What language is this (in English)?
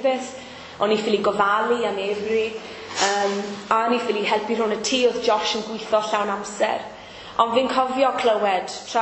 Welsh